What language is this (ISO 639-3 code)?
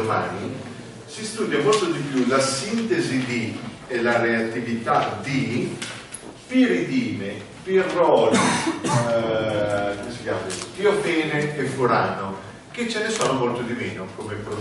ita